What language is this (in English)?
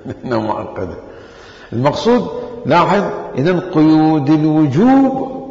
Mesopotamian Arabic